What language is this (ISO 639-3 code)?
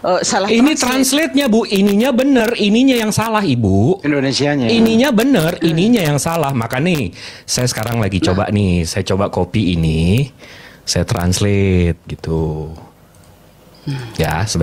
ind